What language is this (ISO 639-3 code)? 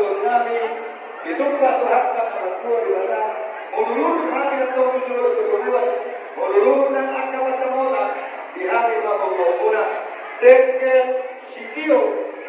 bbc